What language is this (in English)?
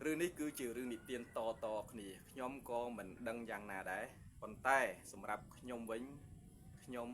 Khmer